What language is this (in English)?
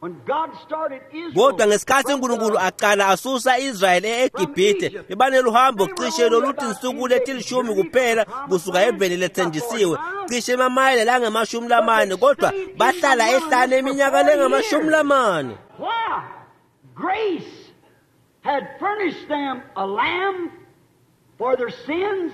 Swati